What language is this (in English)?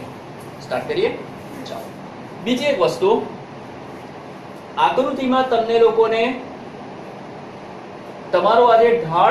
Gujarati